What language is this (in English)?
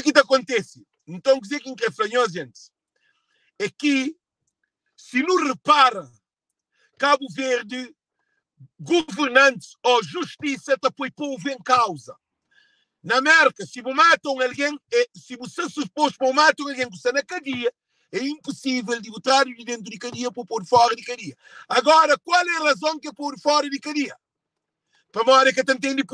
Kabuverdianu